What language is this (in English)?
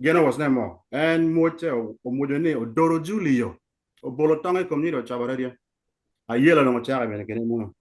Acoli